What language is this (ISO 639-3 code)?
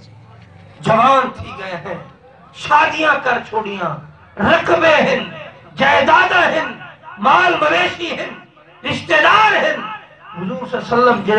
skr